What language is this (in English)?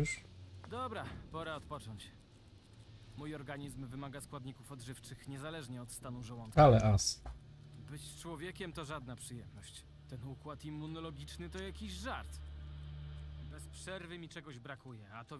Polish